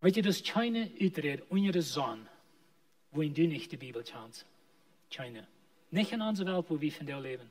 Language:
Plautdietsch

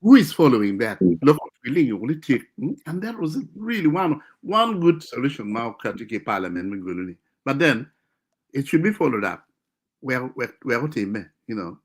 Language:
Acoli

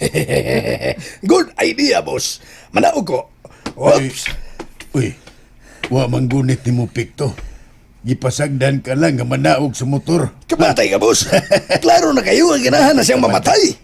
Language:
Cebuano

